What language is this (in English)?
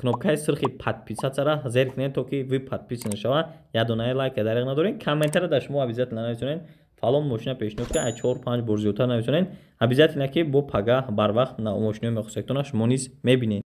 Tajik